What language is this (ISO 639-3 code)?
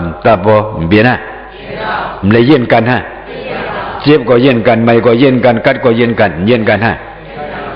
shn